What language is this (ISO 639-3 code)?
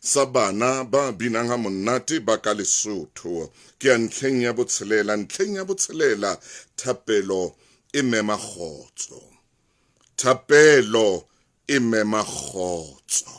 sot